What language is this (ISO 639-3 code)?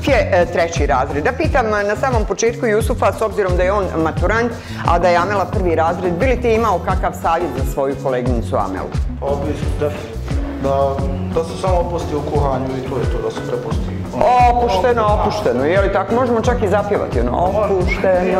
bos